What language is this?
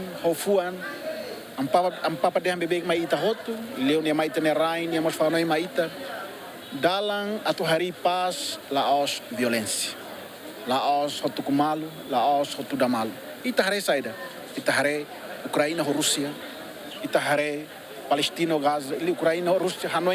Tetum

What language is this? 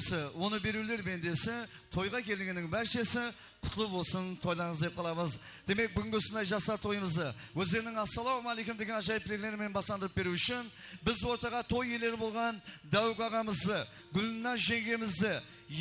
Kara-Kalpak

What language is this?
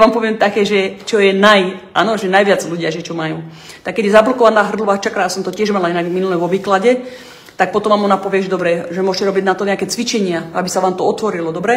Slovak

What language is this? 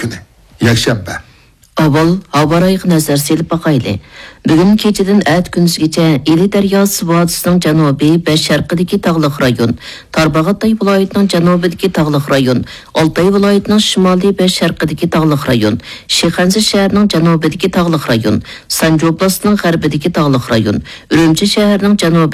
Uyghur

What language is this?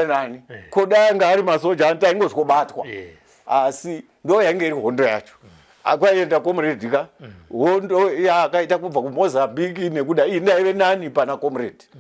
Shona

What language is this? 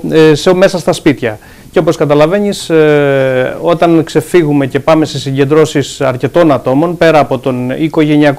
Greek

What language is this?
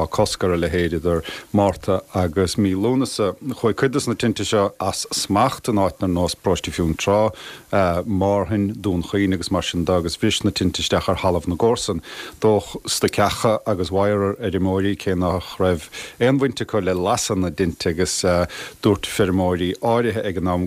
Irish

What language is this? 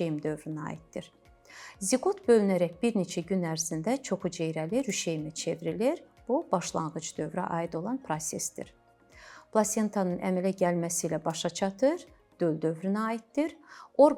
Azerbaijani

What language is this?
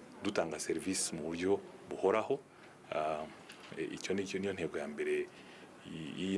Kinyarwanda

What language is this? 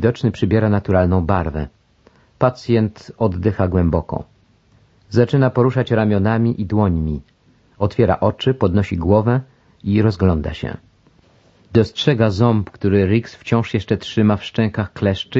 Polish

